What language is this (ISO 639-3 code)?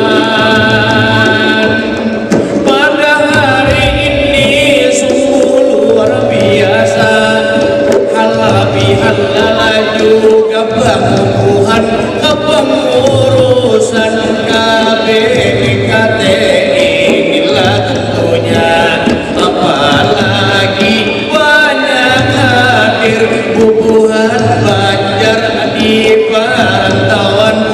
bjn